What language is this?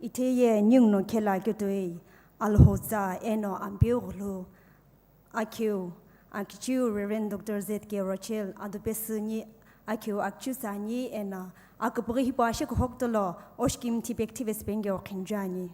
Sumi Naga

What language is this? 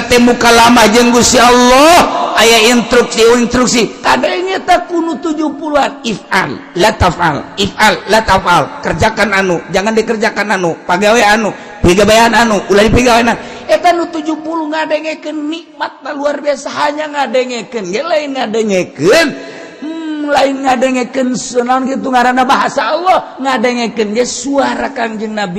Sundanese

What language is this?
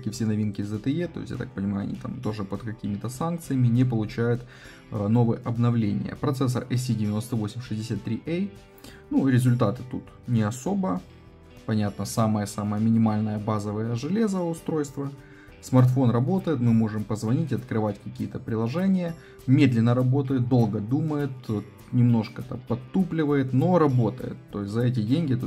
Russian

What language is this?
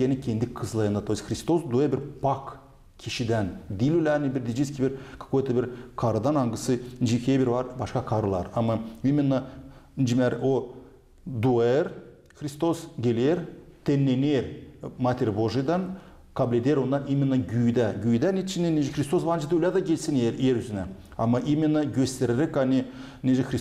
Gagauz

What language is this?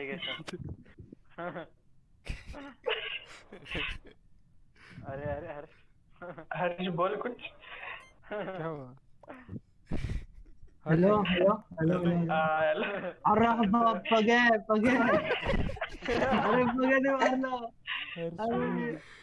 Marathi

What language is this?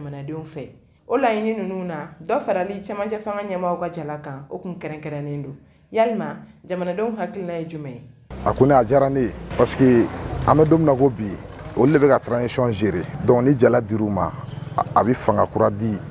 Bambara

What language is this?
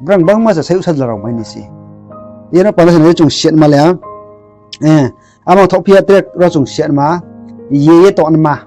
Riang (India)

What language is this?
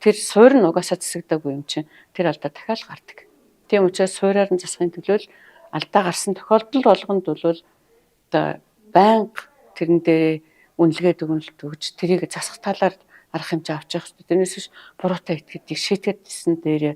Mongolian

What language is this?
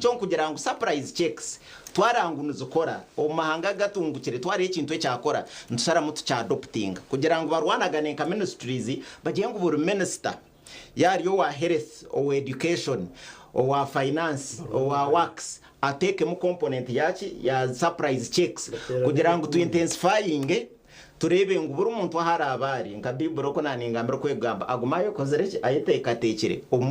Nyankole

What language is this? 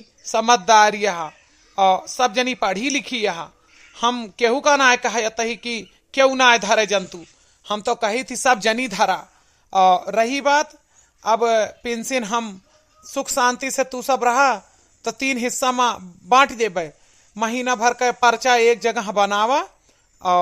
Awadhi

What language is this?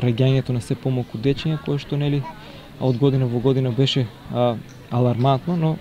Macedonian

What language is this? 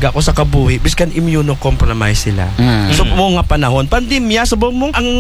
Aklanon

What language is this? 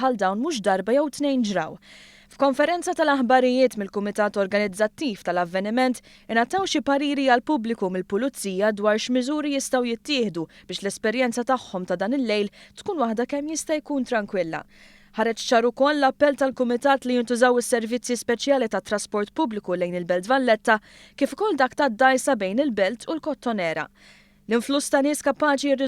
Maltese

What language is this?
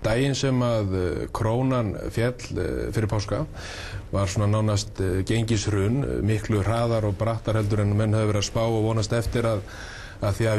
Icelandic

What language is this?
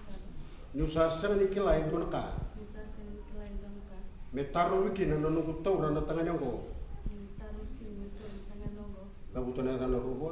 Fijian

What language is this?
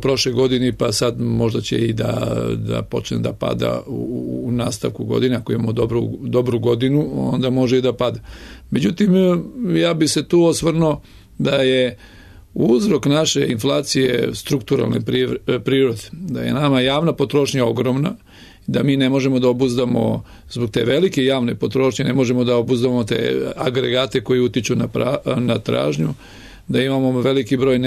Serbian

